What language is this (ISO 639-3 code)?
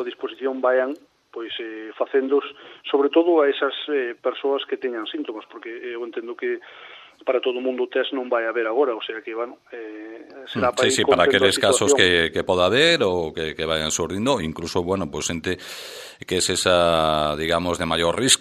glg